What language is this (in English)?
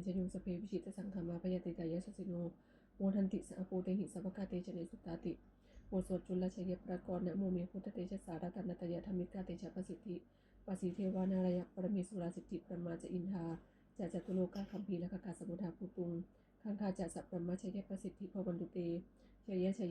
Pali